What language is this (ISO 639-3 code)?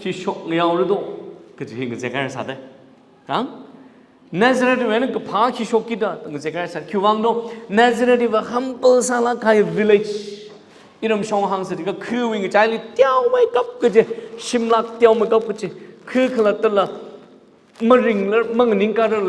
nmf